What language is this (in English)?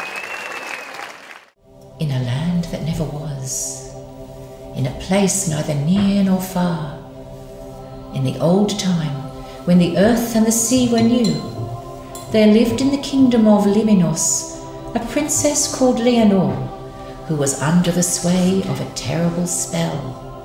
English